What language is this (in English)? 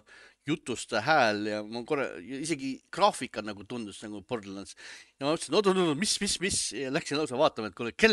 Estonian